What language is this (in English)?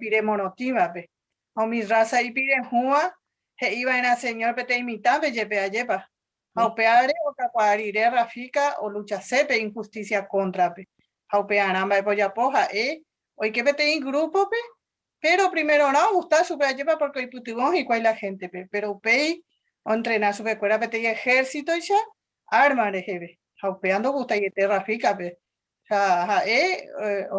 Guarani